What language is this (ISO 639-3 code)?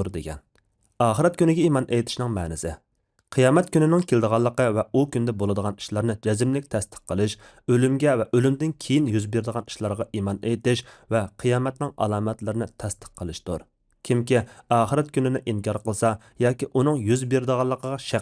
uig